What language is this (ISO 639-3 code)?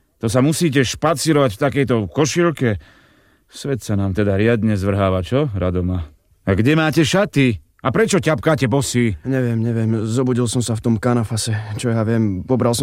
slk